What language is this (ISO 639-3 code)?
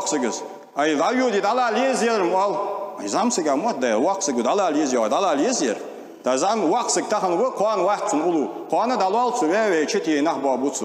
inh